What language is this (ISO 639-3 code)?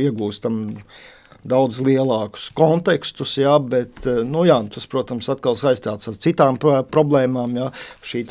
lav